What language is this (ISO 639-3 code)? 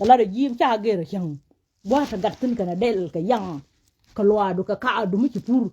nus